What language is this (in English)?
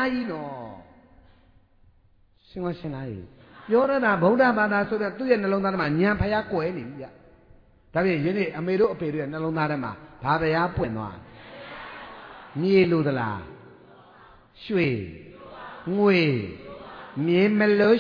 Burmese